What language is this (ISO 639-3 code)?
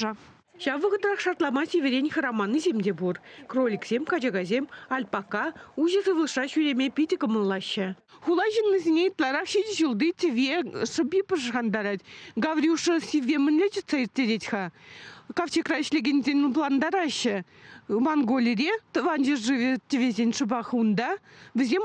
chv